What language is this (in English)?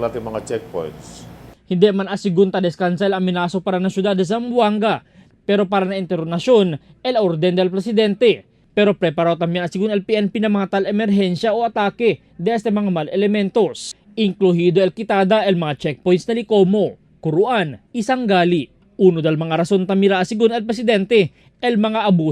Chavacano